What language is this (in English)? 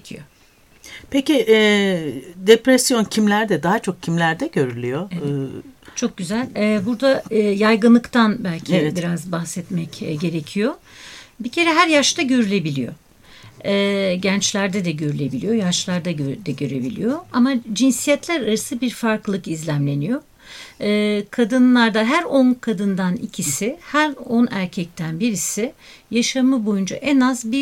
Turkish